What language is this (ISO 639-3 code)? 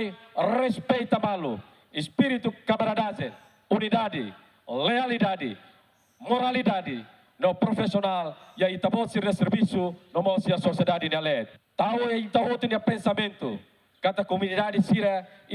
tet